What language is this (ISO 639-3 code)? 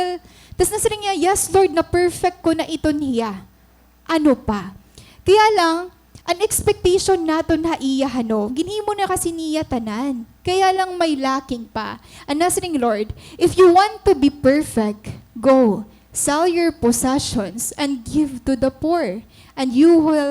war